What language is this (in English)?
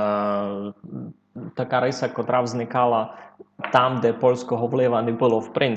Rusyn